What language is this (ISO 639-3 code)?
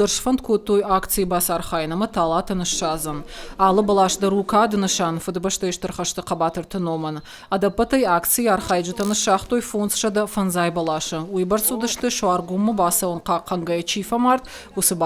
oss